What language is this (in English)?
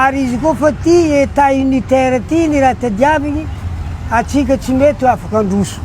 Malagasy